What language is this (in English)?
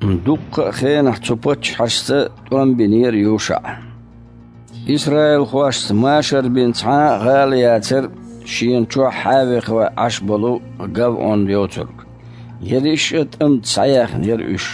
Chechen